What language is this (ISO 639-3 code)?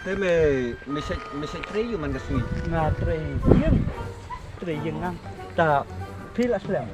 kha